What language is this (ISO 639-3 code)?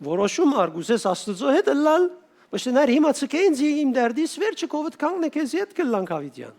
hyw